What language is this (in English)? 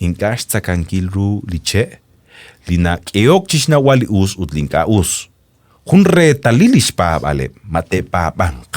Kekchí